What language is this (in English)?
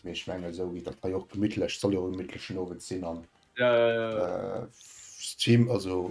Luxembourgish